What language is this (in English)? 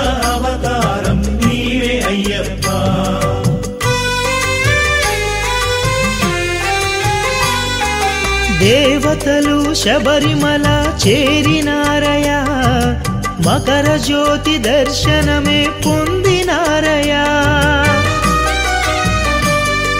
Telugu